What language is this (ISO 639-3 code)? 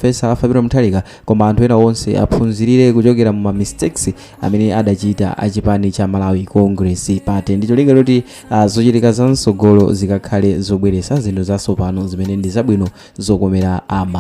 nya